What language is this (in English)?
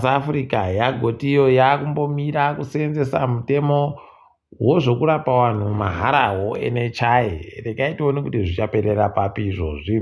Ndau